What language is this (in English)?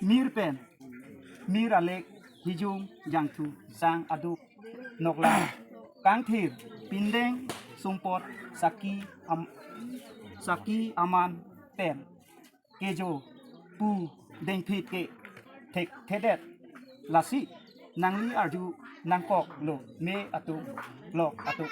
Karbi